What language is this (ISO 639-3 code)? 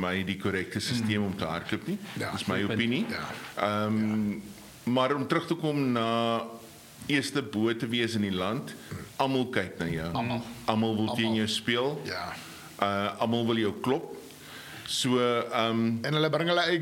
afr